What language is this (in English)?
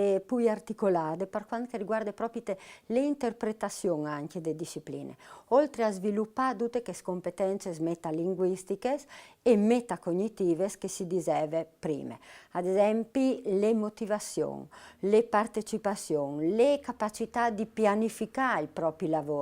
Friulian